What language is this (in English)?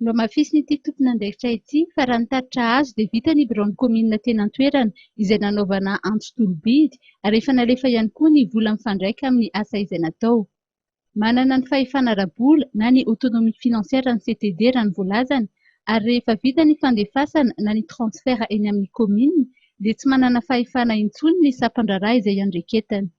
Malagasy